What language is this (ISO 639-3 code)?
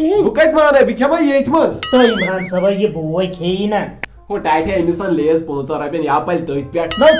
kas